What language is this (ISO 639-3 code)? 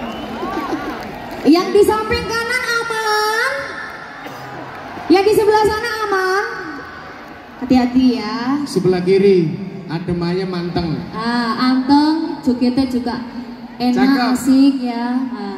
ind